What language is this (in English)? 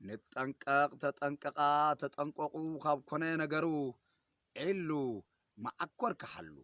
Tigrinya